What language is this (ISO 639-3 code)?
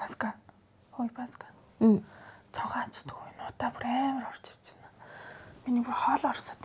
mon